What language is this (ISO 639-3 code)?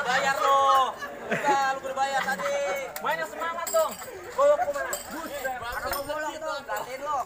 bew